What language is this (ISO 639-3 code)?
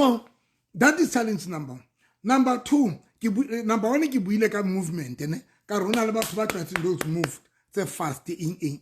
sot